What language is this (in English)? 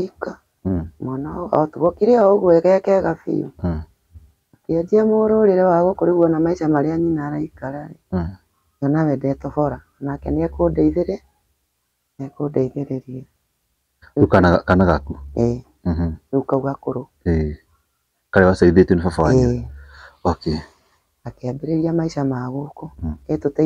Kikuyu